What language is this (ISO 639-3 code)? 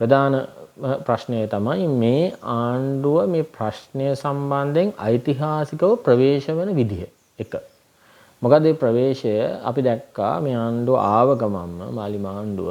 sin